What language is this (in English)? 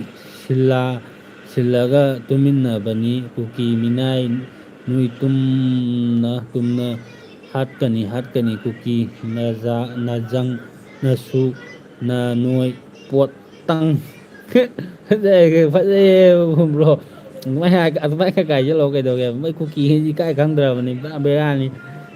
Manipuri